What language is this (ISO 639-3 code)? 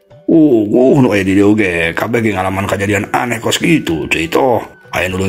sun